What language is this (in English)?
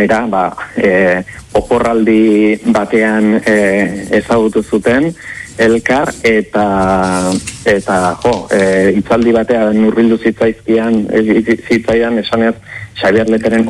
Basque